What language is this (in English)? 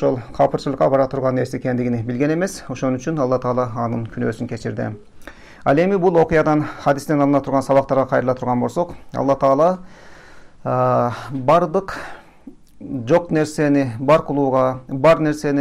Kyrgyz